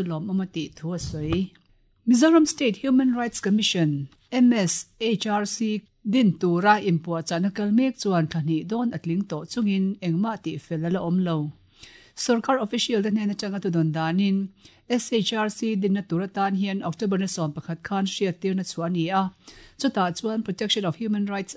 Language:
Mizo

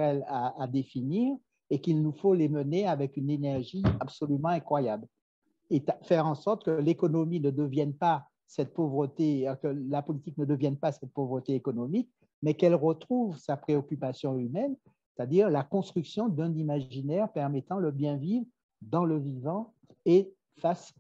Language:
French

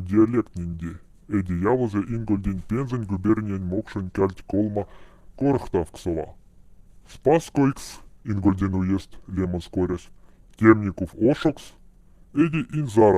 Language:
Moksha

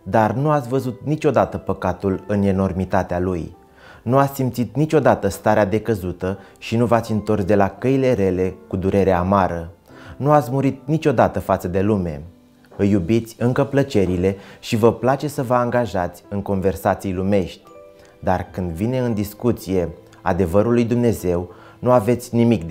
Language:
Romanian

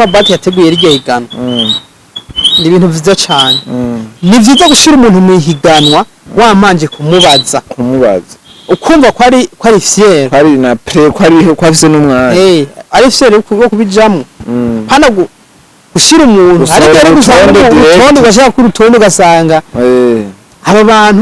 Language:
Rundi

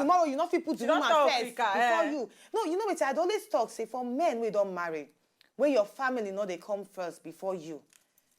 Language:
Nigerian Pidgin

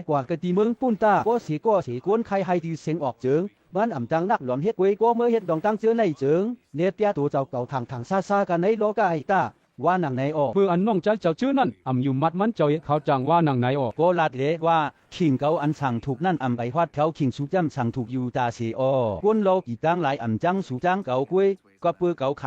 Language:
Shan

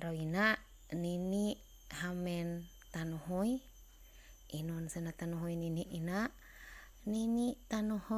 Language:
Ma'anyan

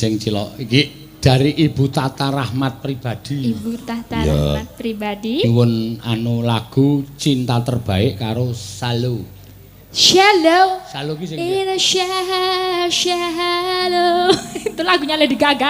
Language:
Javanese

